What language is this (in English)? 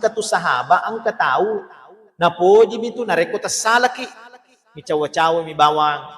Buginese